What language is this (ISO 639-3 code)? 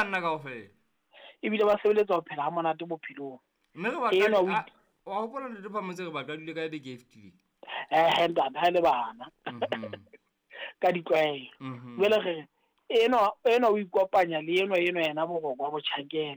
sot